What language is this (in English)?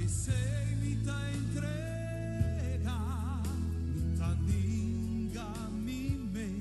Papiamento